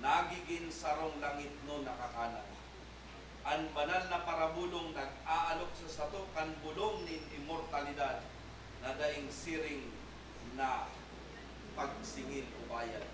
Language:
Bikol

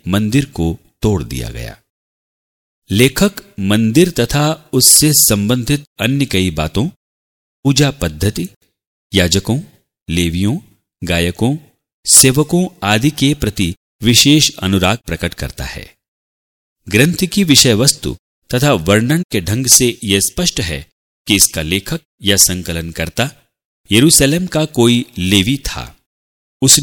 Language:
Hindi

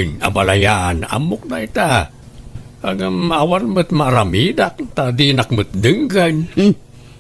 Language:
Iloko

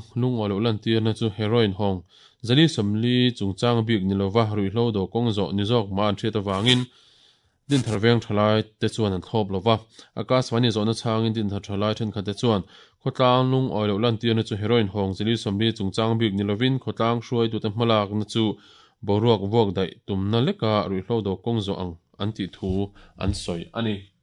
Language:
Mizo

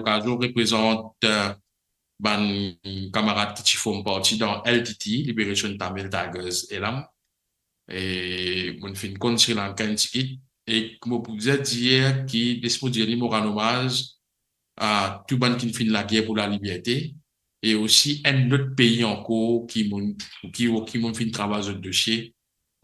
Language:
Morisyen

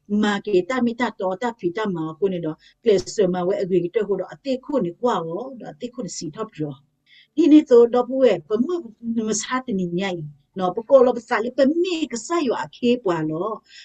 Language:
S'gaw Karen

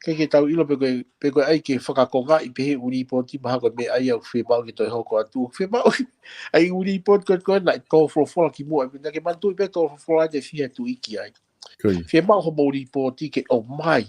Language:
Tongan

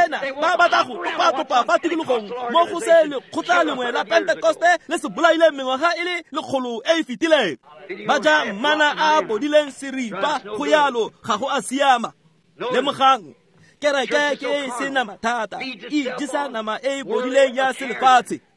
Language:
Tswana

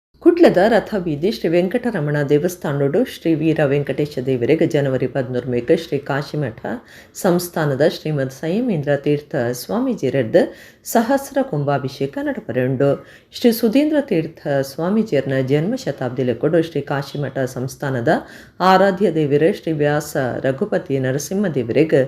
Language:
Tulu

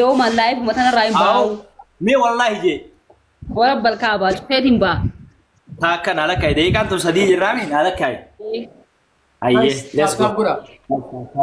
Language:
Oromo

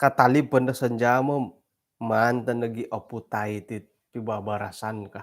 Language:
Central Dusun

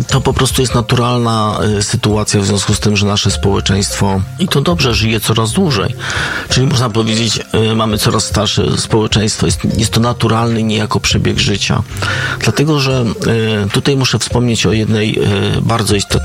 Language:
Polish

